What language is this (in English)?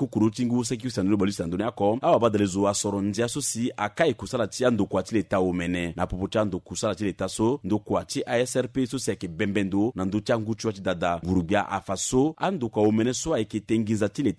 Sango